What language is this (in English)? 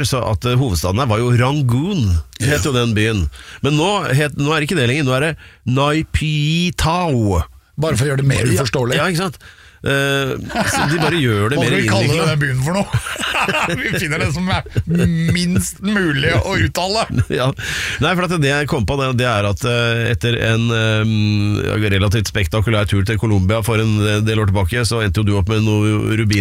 Norwegian